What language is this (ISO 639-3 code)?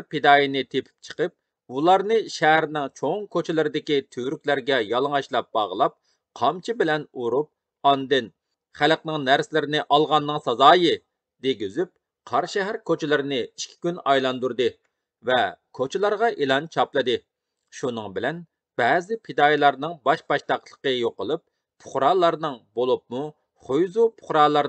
uig